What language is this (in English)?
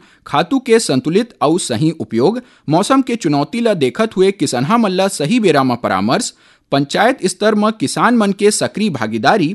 Chhattisgarhi